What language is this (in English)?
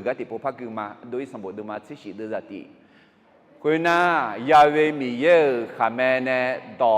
Akha